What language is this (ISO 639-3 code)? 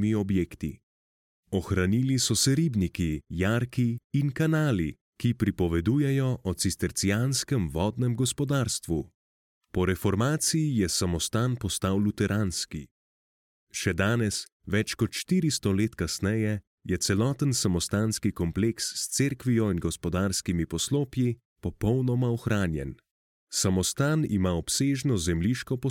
slv